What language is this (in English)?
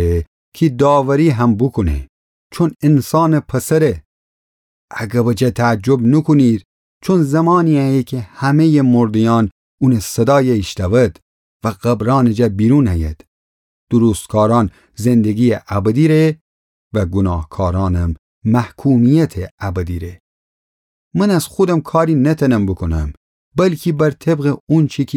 Gilaki